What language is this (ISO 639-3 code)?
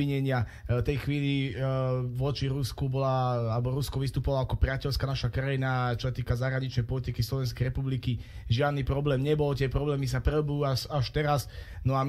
slk